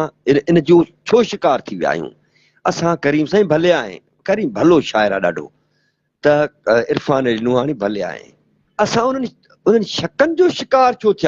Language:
Sindhi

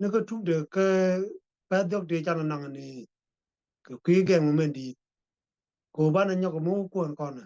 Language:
Nuer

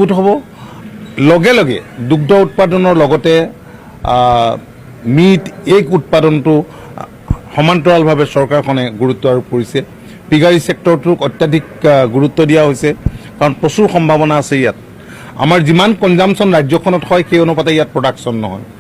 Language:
Assamese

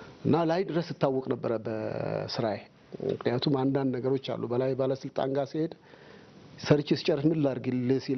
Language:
Amharic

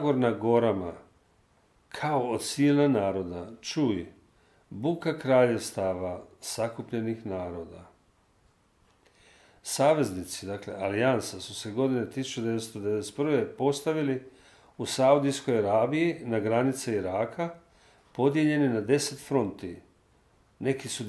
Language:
Croatian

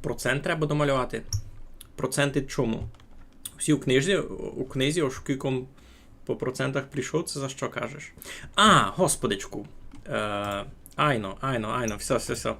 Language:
Rusyn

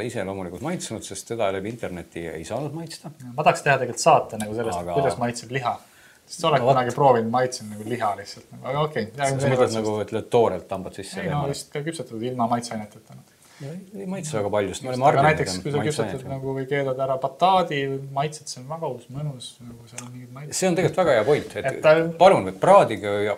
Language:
Estonian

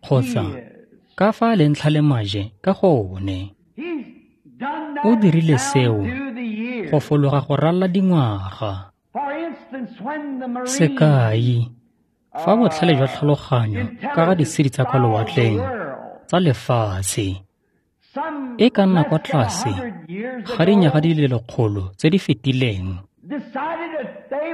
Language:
Tswana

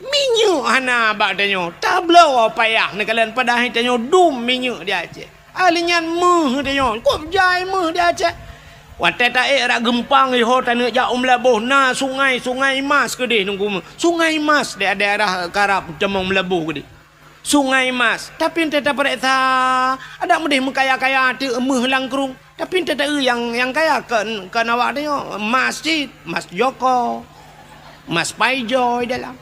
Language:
Achinese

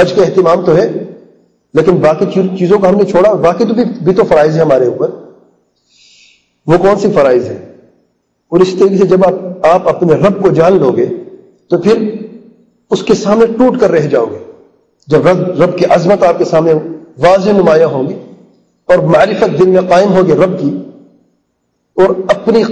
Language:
Urdu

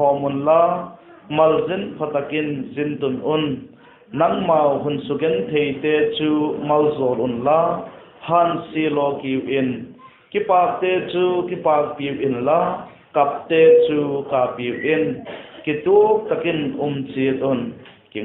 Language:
Vaiphei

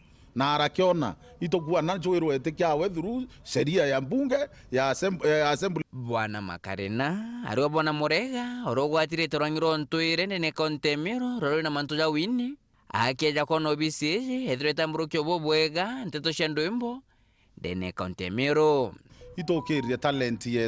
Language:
Meru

